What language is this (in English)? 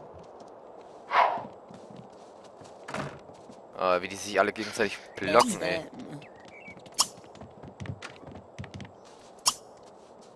German